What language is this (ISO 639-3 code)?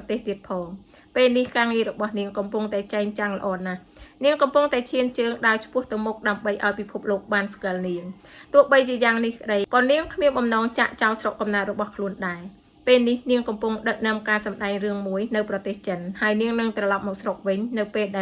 khm